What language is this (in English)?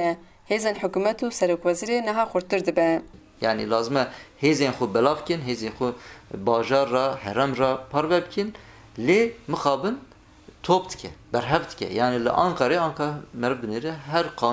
Kurdish